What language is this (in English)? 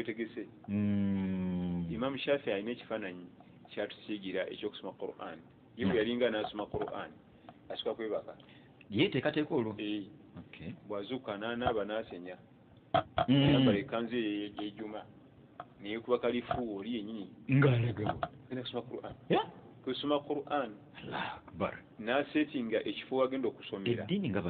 Ganda